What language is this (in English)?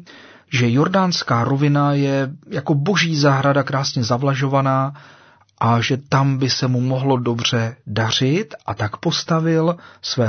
Czech